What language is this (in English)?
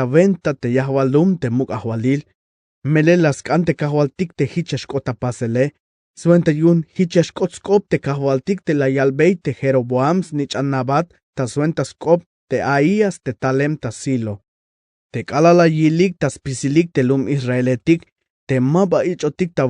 Tzeltal